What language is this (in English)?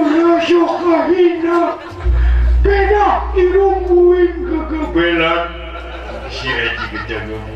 Sundanese